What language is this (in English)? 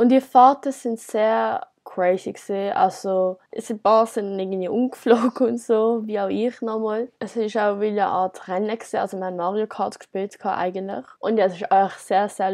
Swiss German